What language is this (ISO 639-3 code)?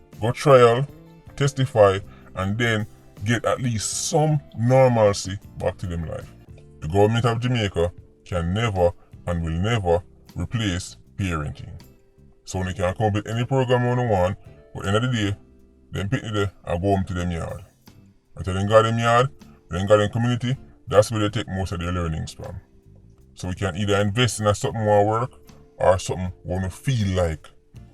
jam